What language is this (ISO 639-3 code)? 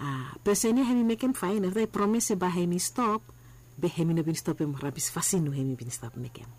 bis